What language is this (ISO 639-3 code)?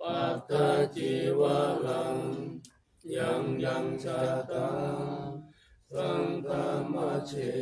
pli